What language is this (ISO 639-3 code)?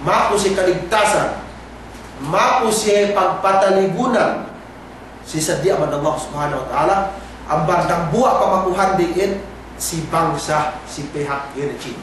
yka